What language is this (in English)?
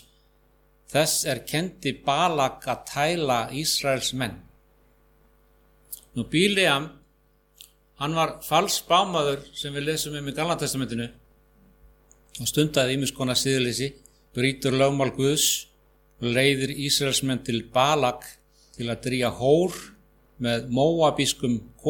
Icelandic